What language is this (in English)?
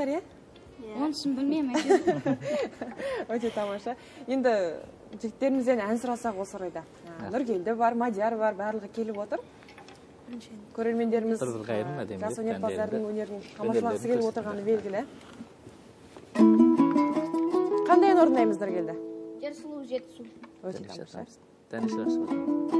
Kazakh